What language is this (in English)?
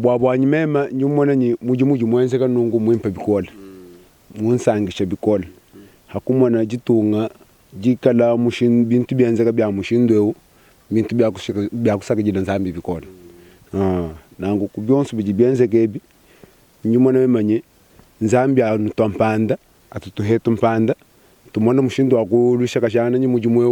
Luba-Lulua